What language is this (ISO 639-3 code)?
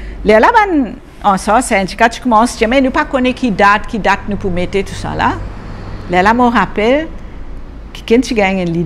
mfe